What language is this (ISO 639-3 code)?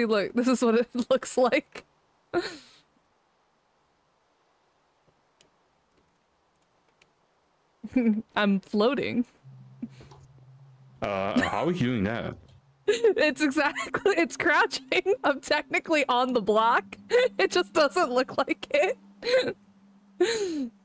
eng